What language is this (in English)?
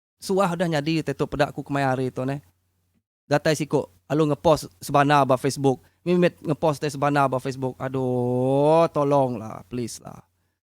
Iban